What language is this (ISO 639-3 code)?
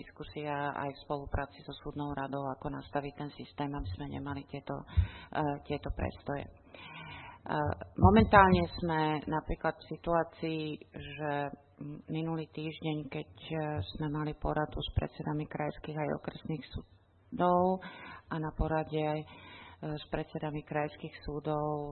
slk